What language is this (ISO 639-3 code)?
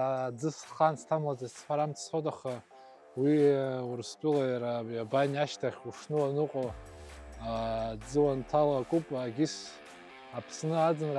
abk